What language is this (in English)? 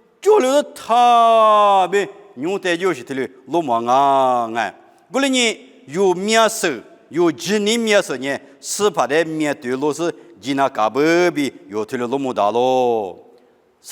Lisu